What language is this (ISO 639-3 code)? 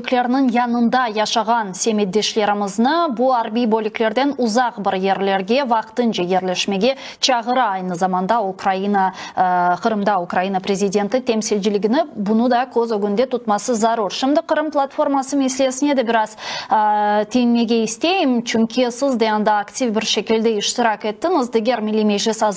crh